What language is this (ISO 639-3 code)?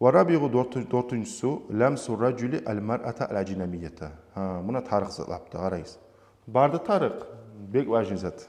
kum